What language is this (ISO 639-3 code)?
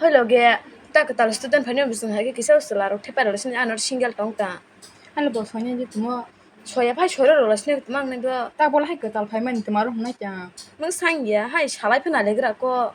trp